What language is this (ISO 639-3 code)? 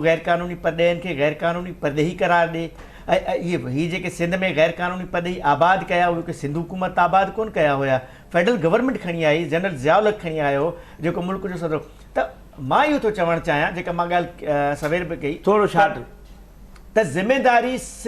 snd